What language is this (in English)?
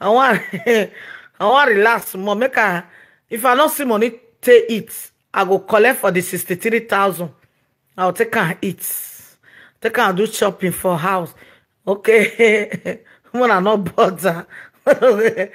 Nigerian Pidgin